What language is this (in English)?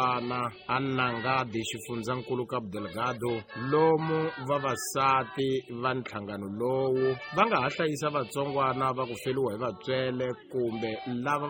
Tsonga